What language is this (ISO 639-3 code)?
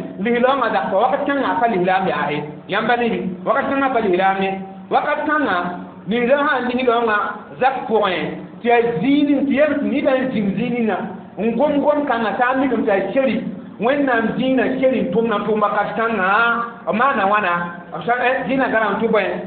mos